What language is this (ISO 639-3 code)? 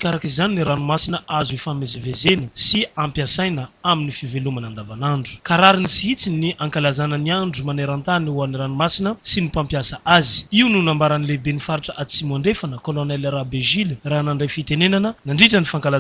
mlg